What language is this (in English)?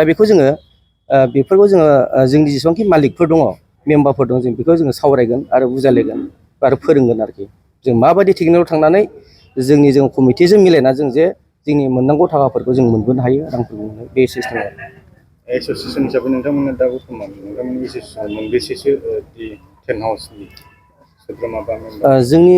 Bodo